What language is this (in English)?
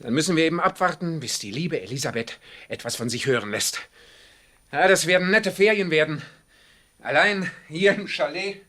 Swiss German